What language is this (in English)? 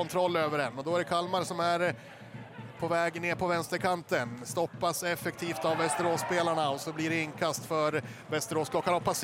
Swedish